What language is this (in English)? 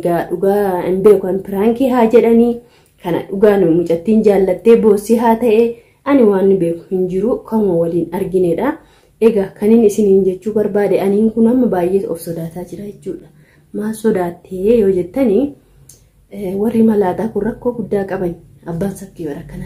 Oromo